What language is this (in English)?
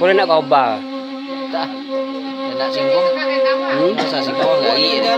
Minangkabau